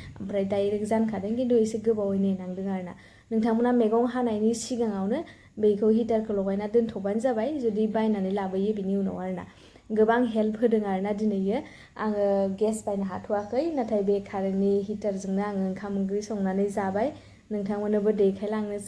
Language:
Bodo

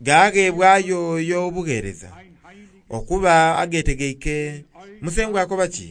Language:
Soga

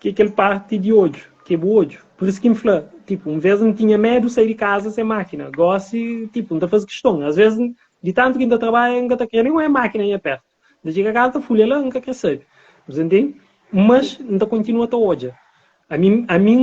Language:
Kabuverdianu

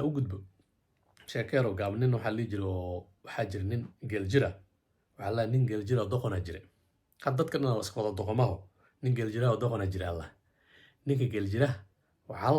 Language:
Somali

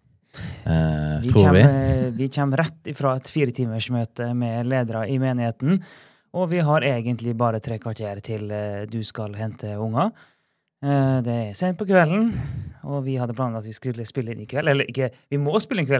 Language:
Norwegian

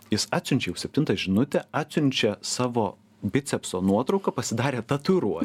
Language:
Lithuanian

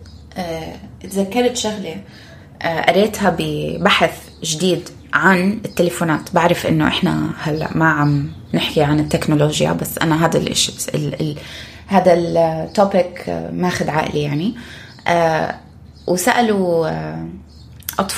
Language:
North Levantine Arabic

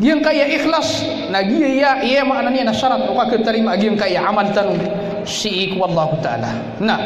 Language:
Maranao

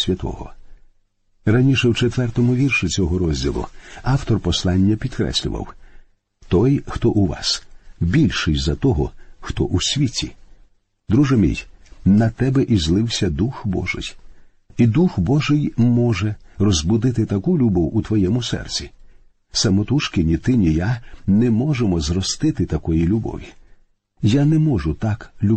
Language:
Ukrainian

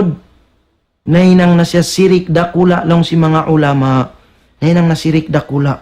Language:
Tausug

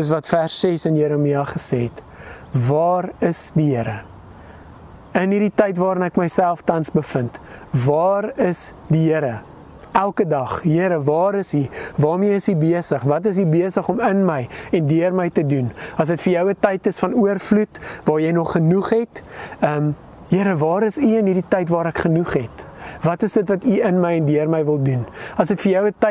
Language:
Afrikaans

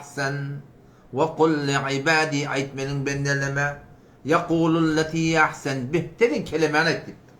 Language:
Turkmen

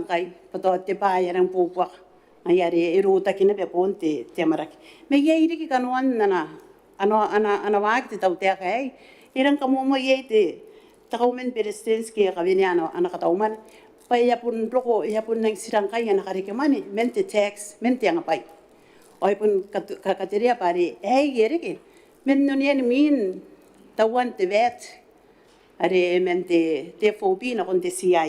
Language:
Gilbertese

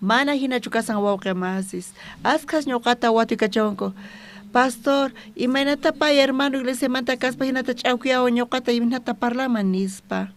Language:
South Bolivian Quechua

